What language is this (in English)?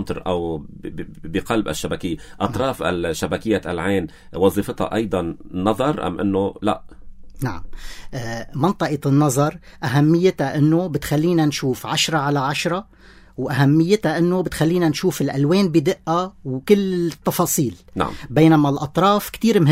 North Levantine Arabic